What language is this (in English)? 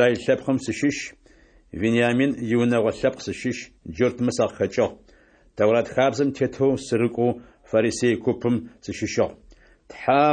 Adyghe